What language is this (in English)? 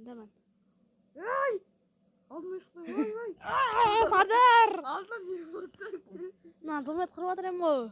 Kara-Kalpak